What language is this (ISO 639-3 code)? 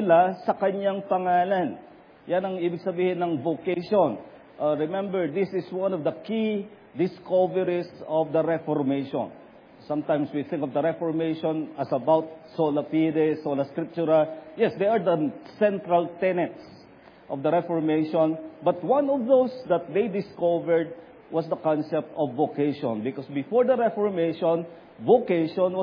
fil